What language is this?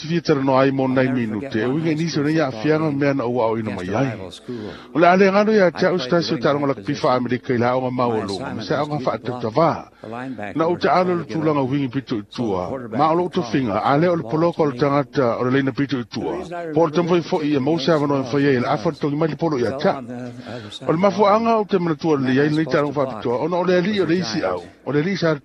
Samoan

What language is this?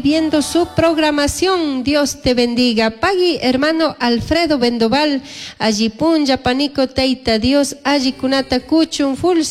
Chimborazo Highland Quichua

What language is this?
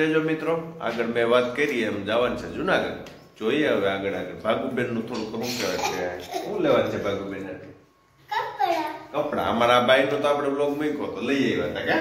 Gujarati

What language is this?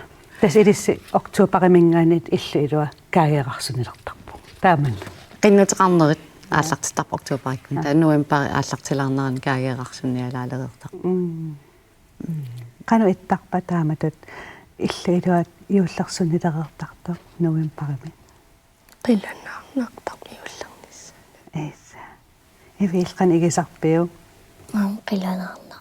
Kalaallisut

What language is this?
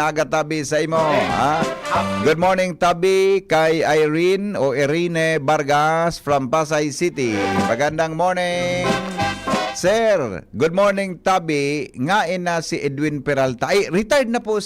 Bikol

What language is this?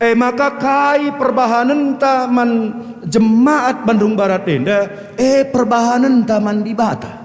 Batak Karo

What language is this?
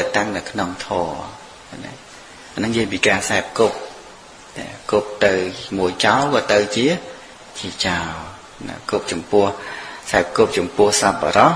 Khmer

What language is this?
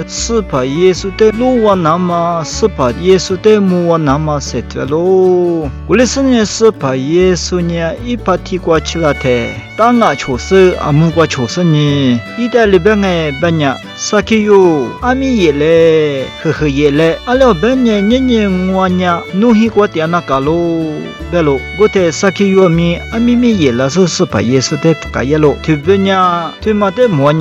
Lisu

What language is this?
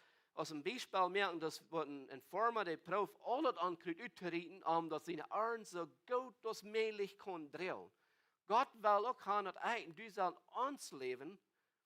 Plautdietsch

